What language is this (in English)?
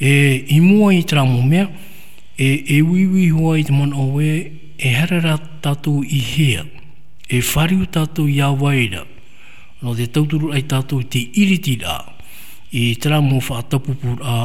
Tahitian